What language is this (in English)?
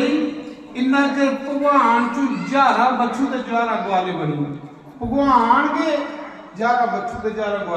Dogri